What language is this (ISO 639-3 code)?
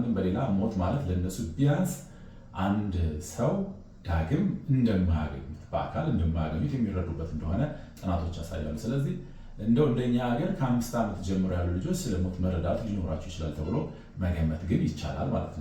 amh